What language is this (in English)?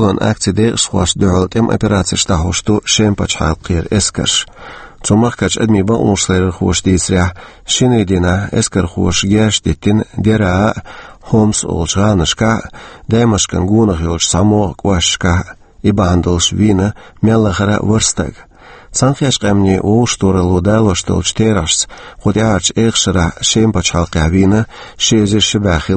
Chechen